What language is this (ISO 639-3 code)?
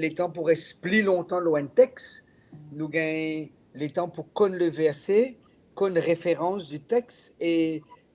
mfe